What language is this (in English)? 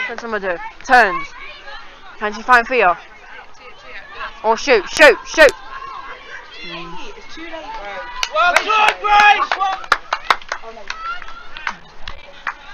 English